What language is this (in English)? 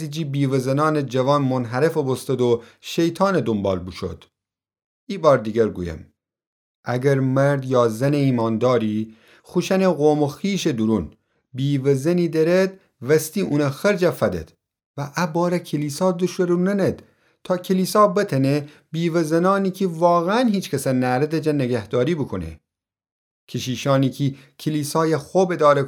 Gilaki